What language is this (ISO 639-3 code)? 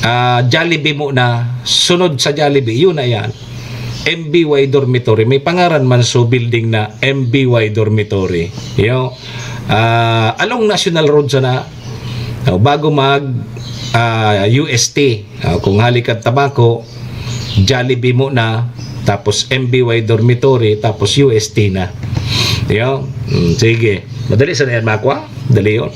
bik